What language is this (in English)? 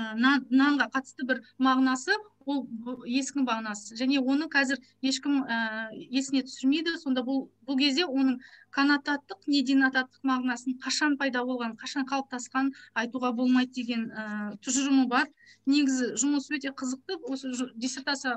Kazakh